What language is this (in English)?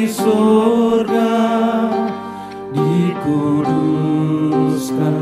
Indonesian